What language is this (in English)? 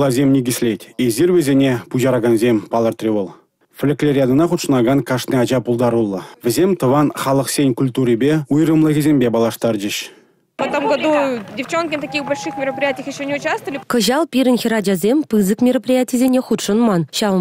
Chuvash